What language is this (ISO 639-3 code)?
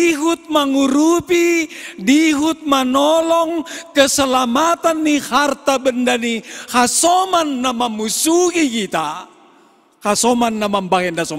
bts